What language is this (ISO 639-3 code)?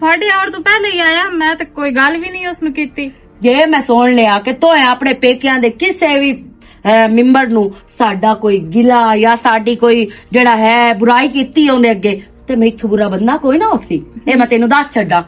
lah